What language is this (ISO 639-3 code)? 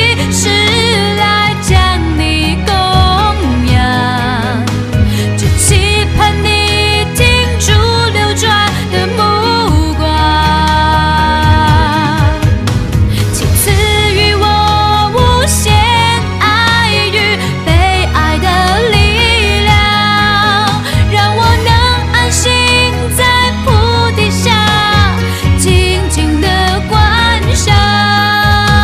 zho